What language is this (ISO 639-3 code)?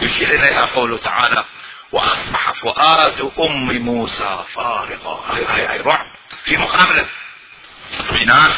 acm